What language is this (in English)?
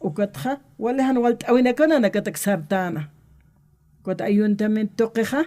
Aymara